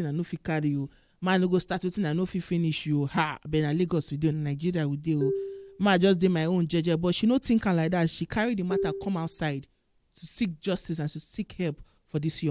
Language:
Nigerian Pidgin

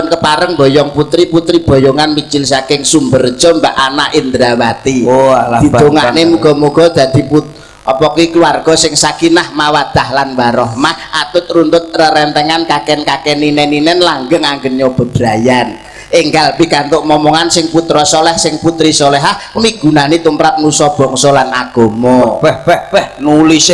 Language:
Javanese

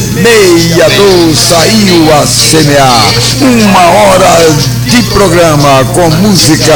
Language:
Portuguese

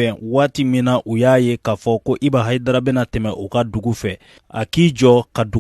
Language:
Bambara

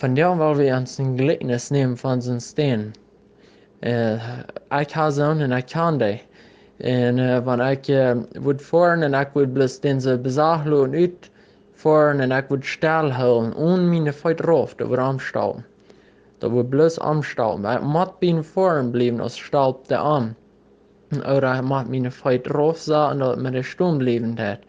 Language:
Plautdietsch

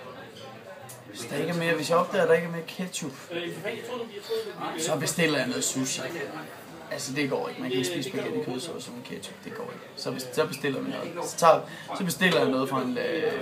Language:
Danish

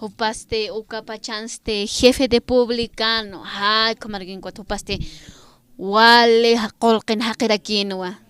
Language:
Aymara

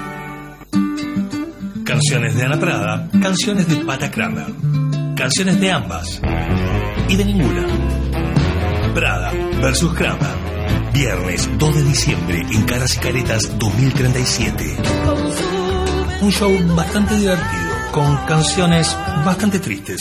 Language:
Spanish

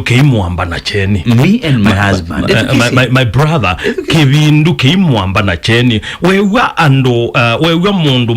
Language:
Kamba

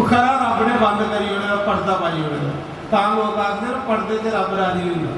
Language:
Dogri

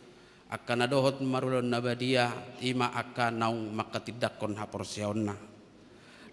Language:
Batak Toba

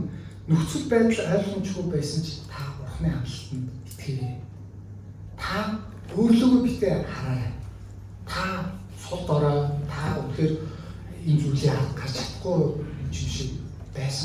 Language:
Mongolian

